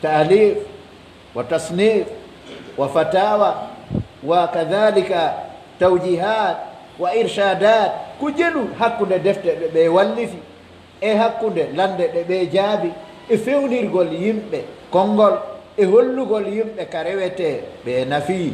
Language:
Pular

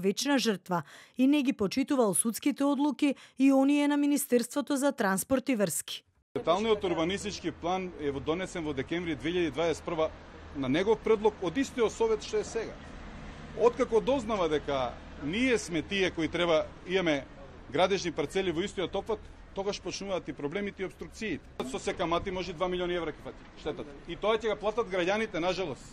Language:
Macedonian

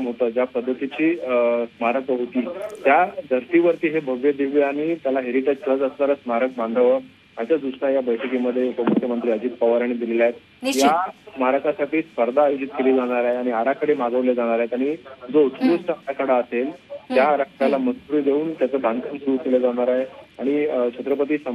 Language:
Marathi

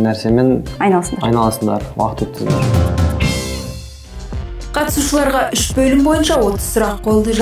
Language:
Kazakh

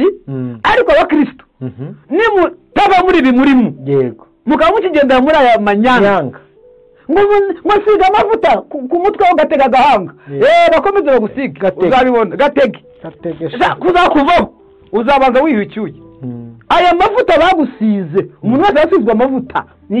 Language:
Kinyarwanda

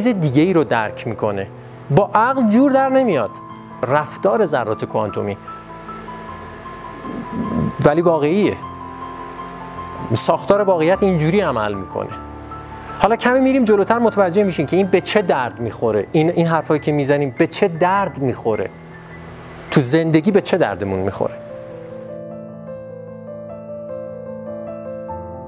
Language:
Persian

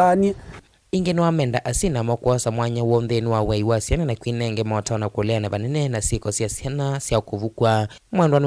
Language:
Kamba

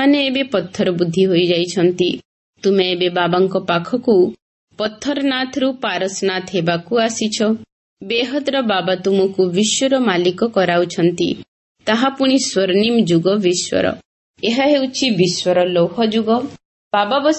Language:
Odia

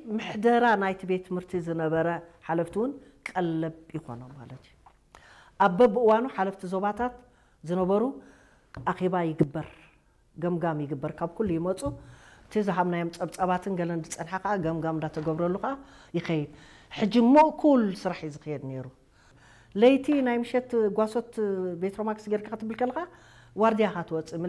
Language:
Tigrinya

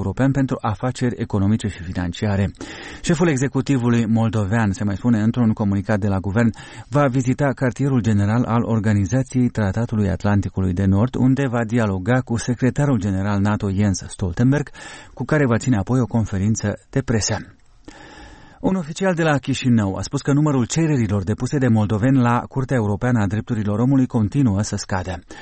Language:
Romanian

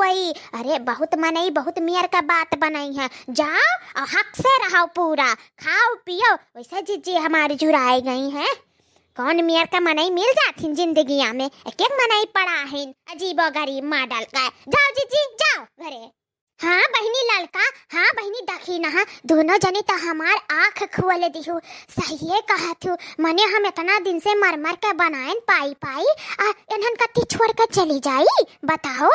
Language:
Awadhi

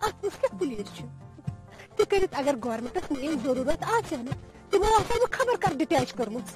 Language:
Kashmiri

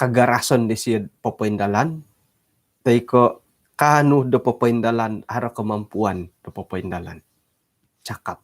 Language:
Central Dusun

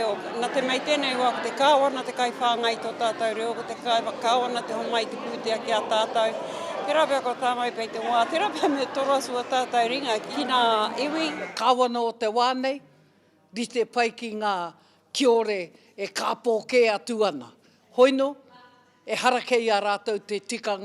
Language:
Māori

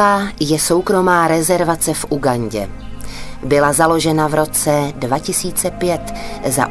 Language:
Czech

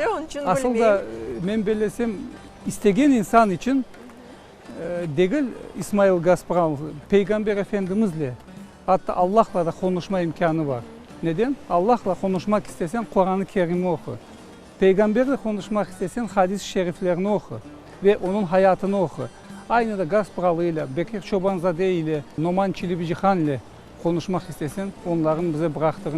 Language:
Crimean Tatar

